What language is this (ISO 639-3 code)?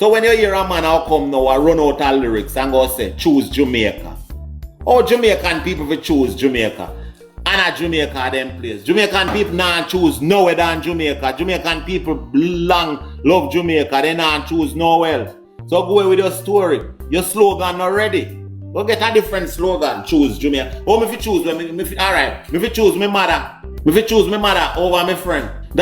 jam